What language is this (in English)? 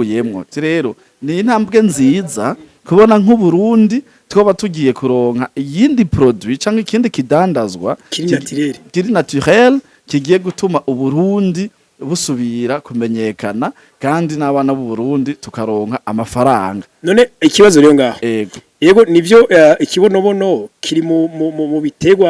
Rundi